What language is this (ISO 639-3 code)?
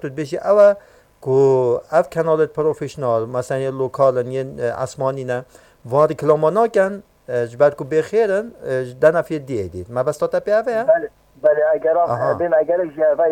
kur